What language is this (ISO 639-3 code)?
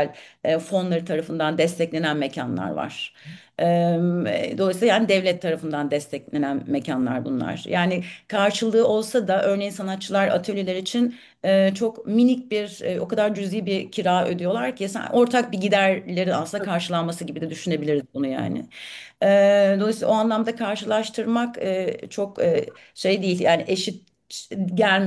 tur